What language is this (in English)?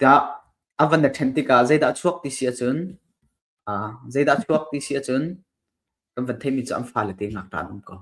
Hakha Chin